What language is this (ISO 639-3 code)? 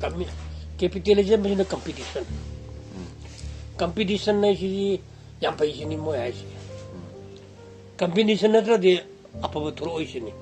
mni